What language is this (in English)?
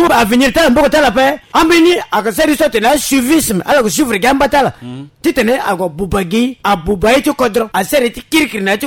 Sango